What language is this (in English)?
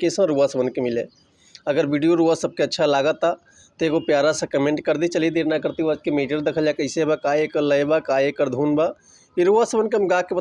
Bhojpuri